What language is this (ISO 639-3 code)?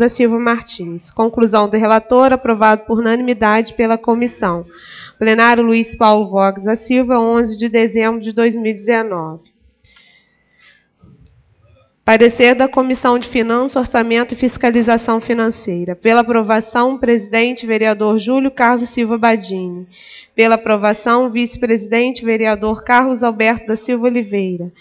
por